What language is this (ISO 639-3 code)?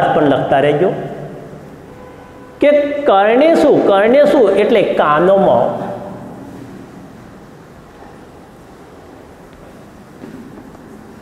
guj